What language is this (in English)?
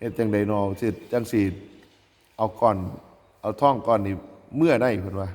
Northeastern Thai